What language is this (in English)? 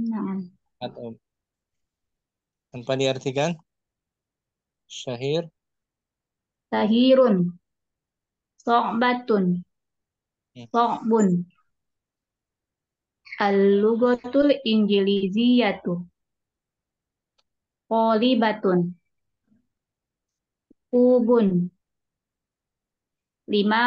Indonesian